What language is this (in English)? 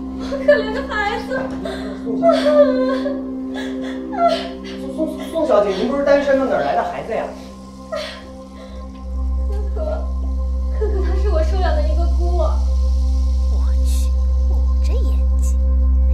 Chinese